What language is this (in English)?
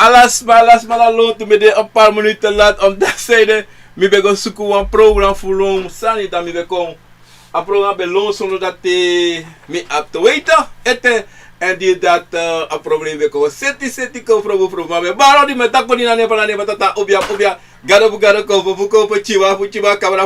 Sranan Tongo